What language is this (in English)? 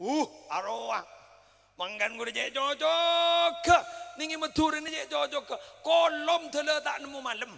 Madurese